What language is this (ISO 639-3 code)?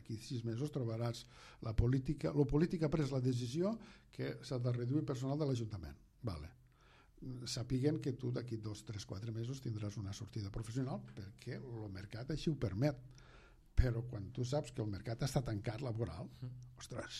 cat